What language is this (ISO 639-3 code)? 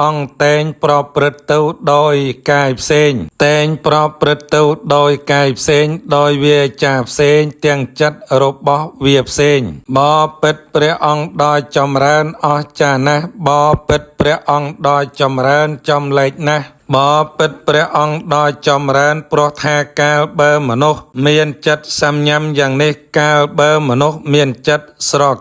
khm